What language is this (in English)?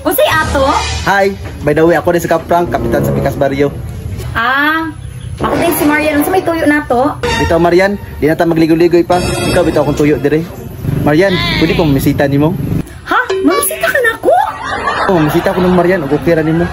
Cebuano